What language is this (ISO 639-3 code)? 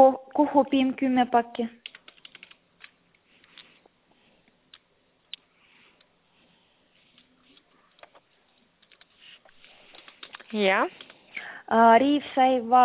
est